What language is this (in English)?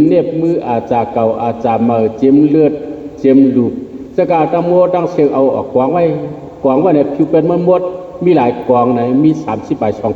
Shan